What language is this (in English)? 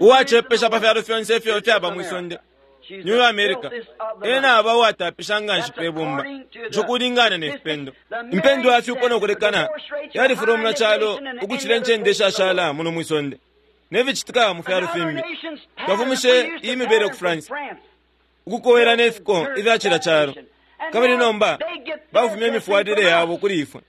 Bemba